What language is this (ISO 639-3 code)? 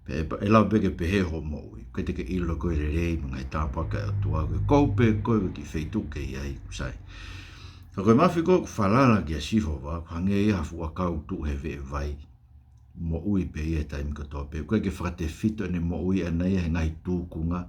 ton